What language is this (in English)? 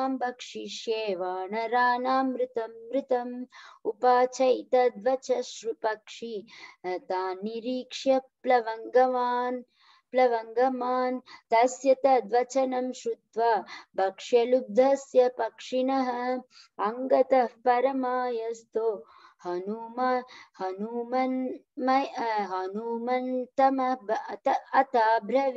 Sanskrit